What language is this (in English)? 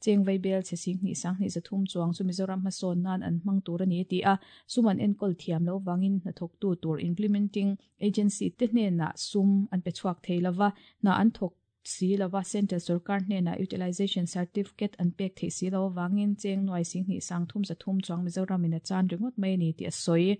Mizo